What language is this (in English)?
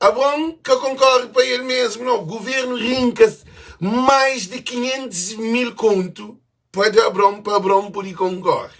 Kabuverdianu